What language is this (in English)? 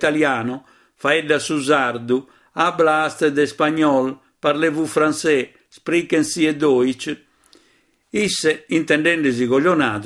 Sardinian